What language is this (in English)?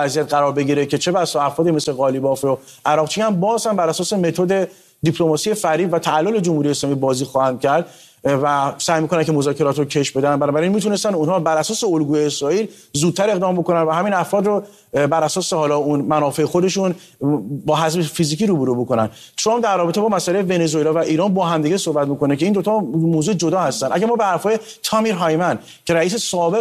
Persian